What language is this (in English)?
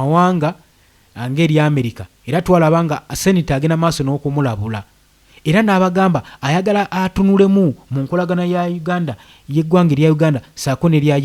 Ganda